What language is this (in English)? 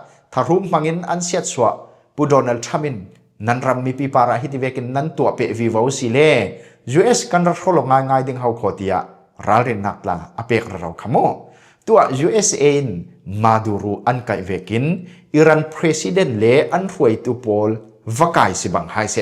Falam Chin